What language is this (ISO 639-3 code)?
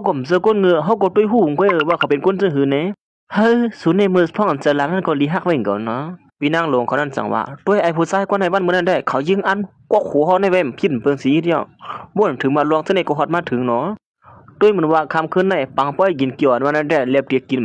shn